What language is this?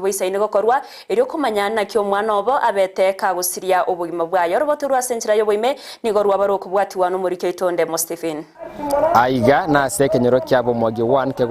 Gusii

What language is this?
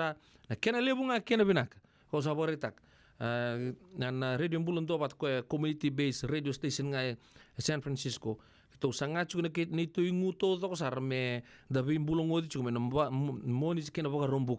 Fijian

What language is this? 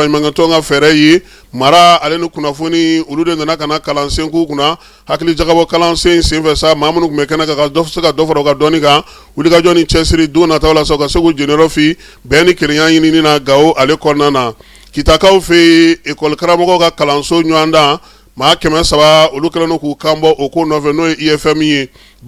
Bambara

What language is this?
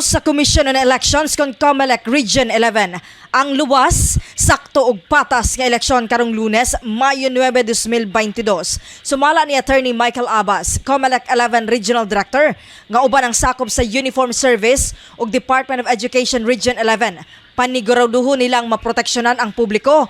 Cebuano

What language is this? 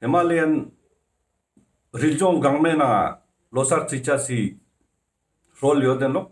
Ladakhi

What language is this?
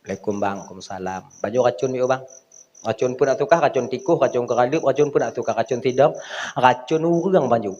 Achinese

